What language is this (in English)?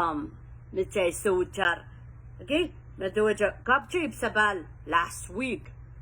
Pohnpeian